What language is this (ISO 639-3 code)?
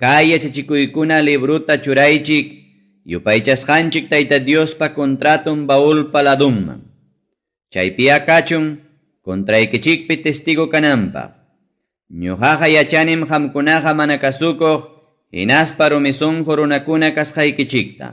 quy